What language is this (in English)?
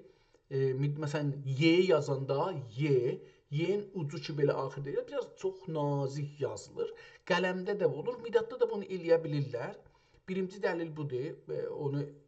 South Azerbaijani